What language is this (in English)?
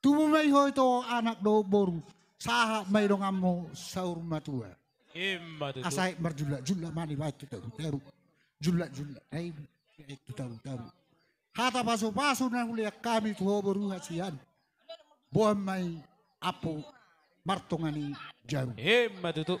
Batak Toba